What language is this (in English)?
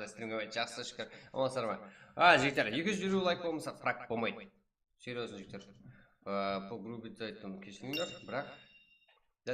Kara-Kalpak